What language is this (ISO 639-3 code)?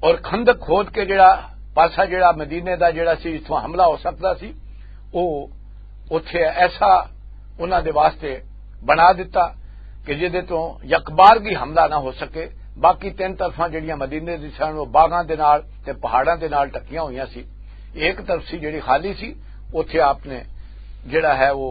lah